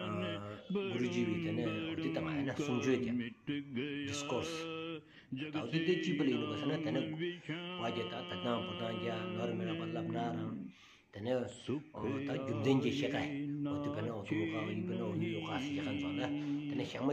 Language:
Stod Bhoti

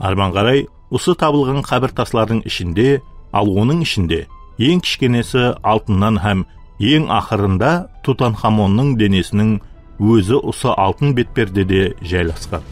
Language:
Kara-Kalpak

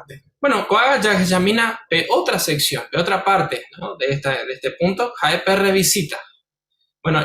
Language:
Guarani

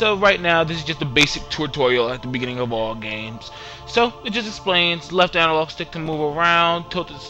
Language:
English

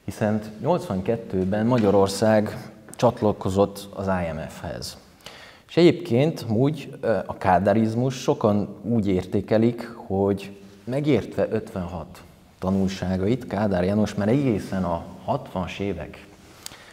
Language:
Hungarian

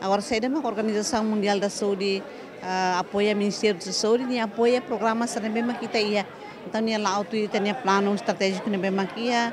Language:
Tetum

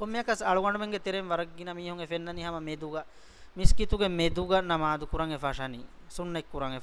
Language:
Divehi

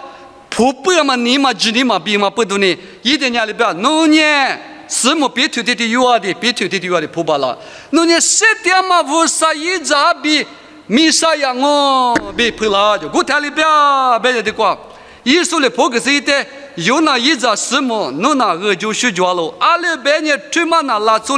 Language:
Lisu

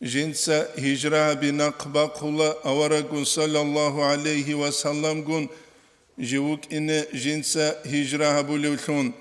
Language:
Avaric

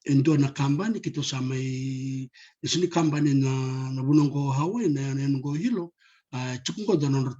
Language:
Fijian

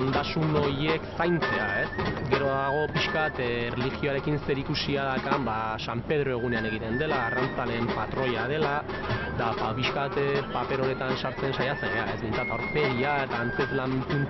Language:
Basque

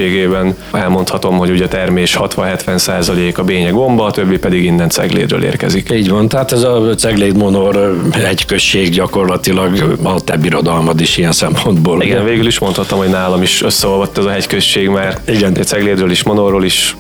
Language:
Hungarian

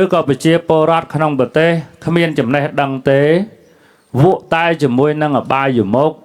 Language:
Khmer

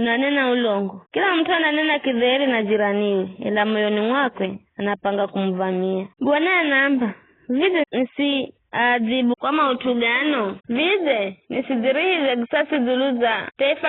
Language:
Giryama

